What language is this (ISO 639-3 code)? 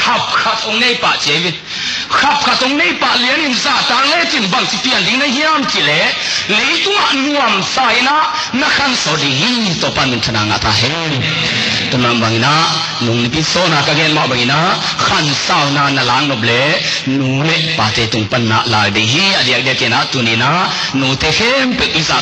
ctd